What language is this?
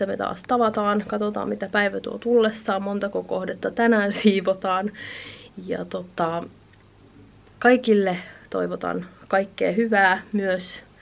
Finnish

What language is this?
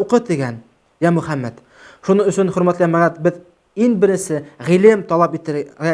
Bashkir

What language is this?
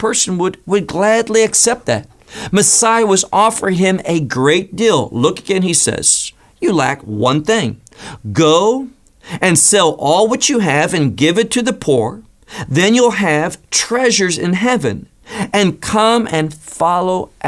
English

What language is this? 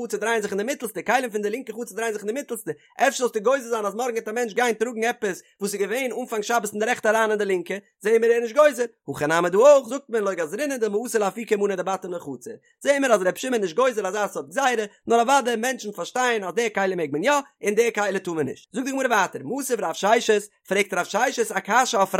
Yiddish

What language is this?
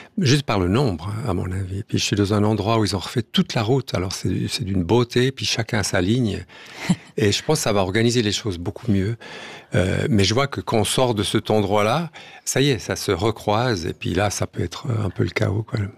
French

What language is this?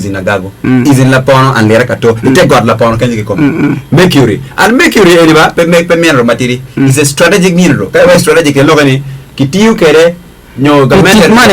Acoli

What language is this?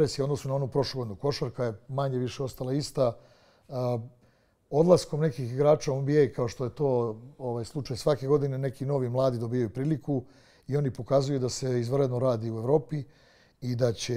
Serbian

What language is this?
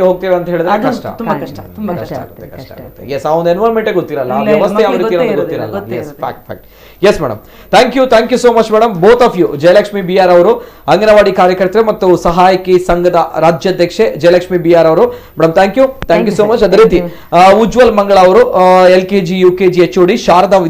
Kannada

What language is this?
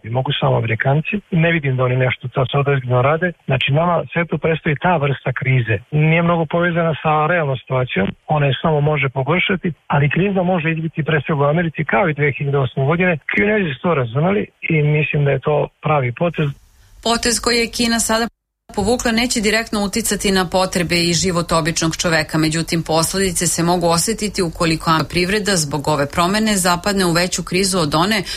Serbian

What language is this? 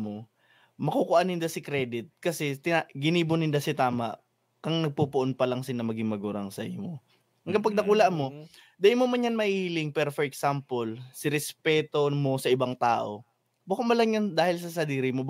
Bikol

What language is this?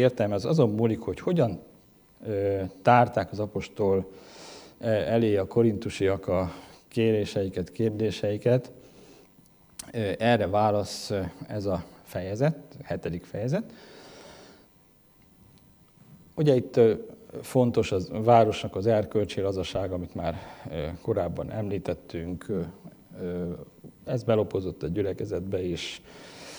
Hungarian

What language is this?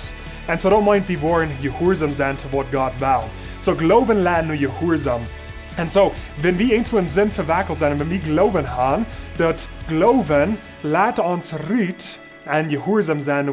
Plautdietsch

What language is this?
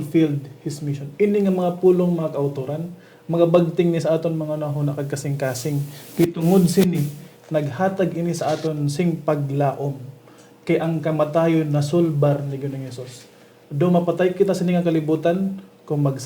Hiligaynon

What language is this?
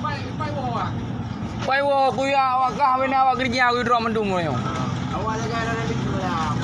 Achinese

